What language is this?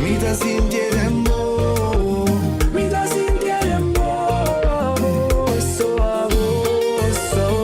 Papiamento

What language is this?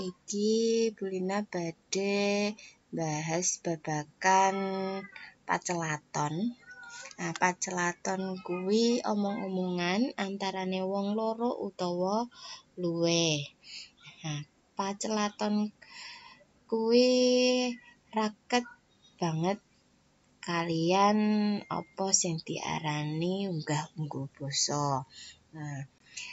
Javanese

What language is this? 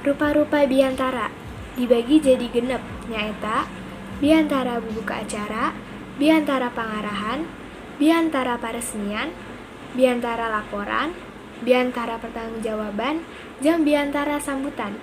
Sundanese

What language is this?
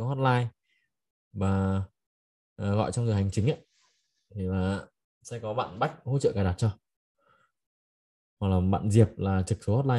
Vietnamese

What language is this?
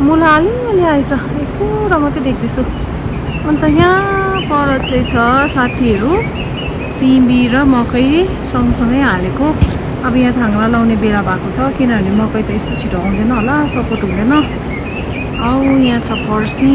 Nepali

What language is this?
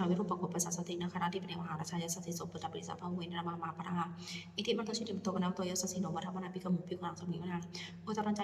Pali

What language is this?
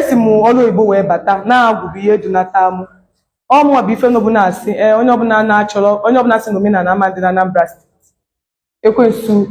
Igbo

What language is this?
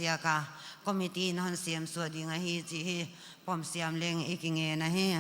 Paite Chin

